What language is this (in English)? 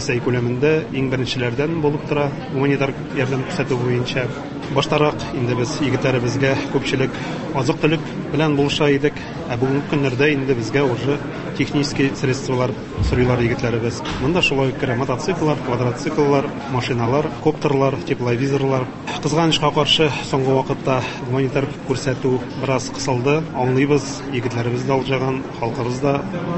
Tatar